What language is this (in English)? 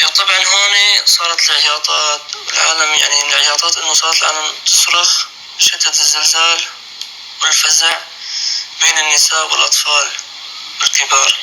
North Levantine Arabic